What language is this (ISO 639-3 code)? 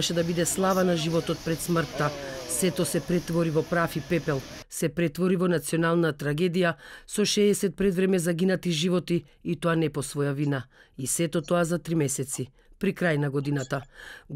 mkd